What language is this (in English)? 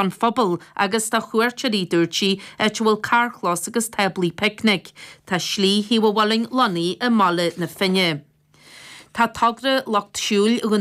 Irish